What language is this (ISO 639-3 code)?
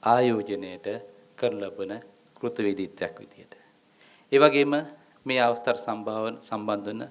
sin